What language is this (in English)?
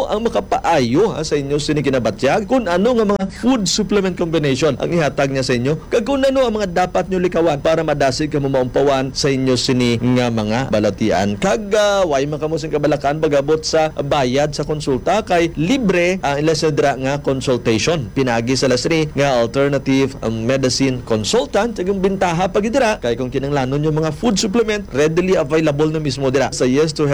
Hiligaynon